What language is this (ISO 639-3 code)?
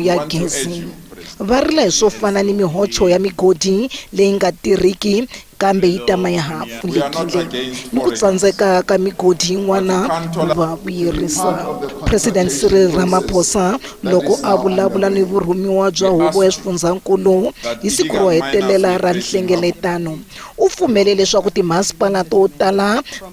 tso